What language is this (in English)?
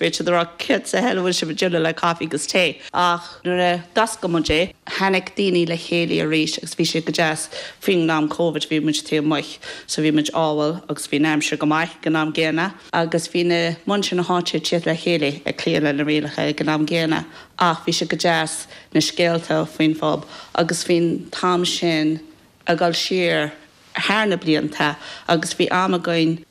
Irish